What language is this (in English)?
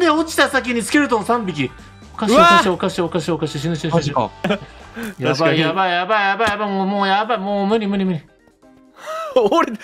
Japanese